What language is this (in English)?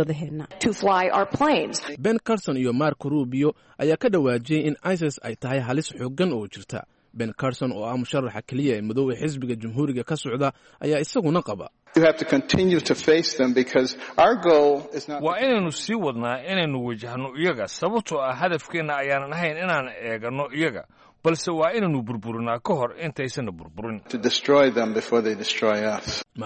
Somali